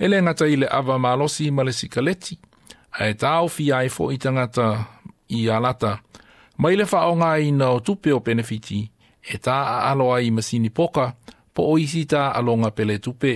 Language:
Samoan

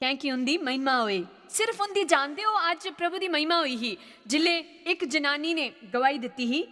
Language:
Dogri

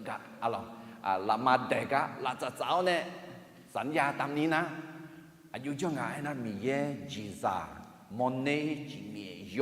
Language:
Akha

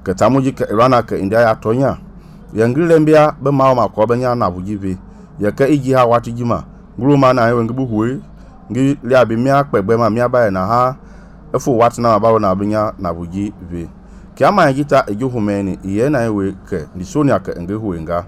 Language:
Mende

